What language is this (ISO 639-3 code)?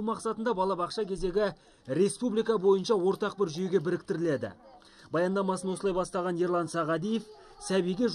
kaz